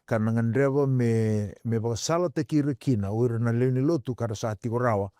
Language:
Fijian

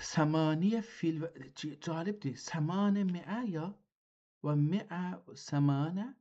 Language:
South Azerbaijani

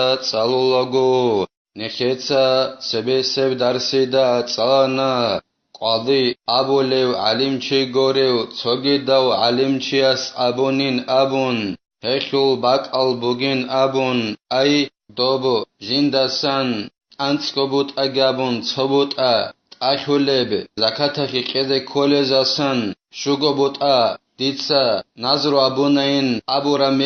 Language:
Avaric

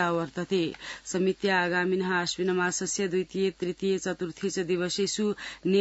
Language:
Sanskrit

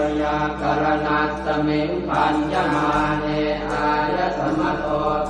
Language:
Pali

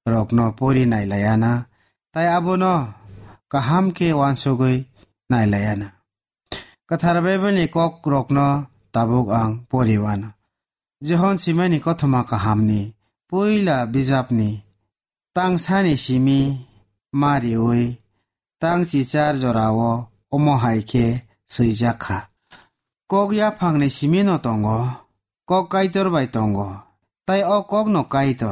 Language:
Kok Borok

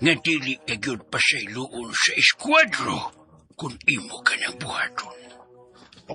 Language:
Cebuano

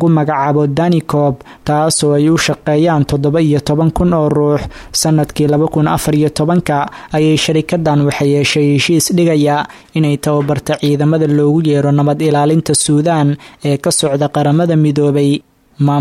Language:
Somali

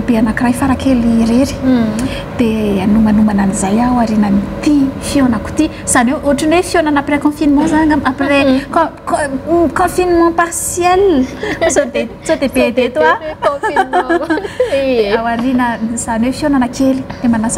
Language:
Malagasy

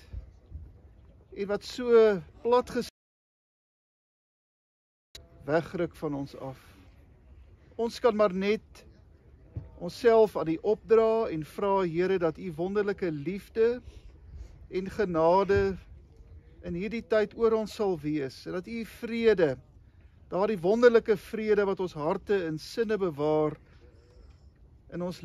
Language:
Afrikaans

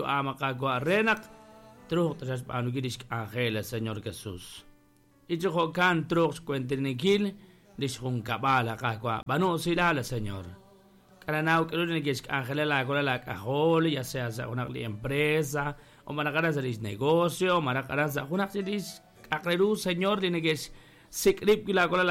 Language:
Kekchí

